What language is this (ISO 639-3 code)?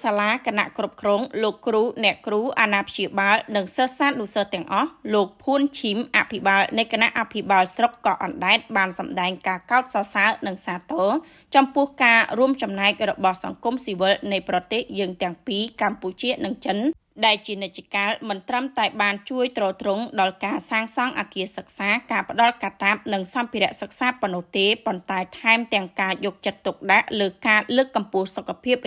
khm